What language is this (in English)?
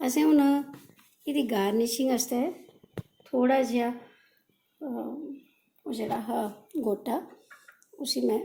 Dogri